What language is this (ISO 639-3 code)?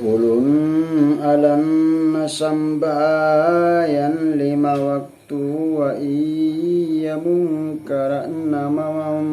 mak